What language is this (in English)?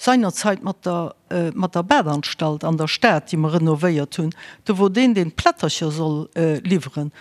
Luxembourgish